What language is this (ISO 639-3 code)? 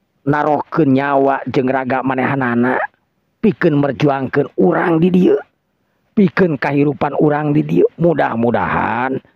sun